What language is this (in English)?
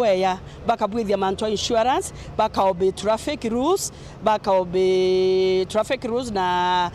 Meru